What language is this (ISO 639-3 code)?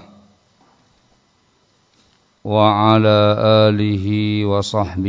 ind